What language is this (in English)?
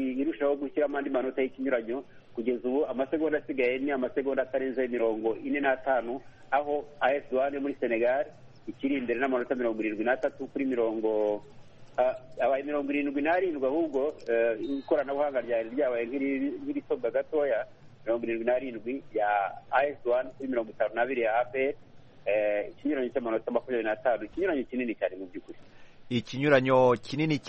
Kinyarwanda